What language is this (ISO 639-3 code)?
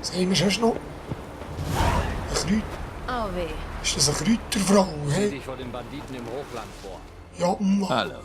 gsw